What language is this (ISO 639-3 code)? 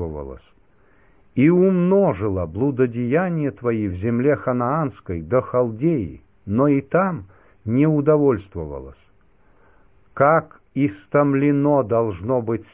rus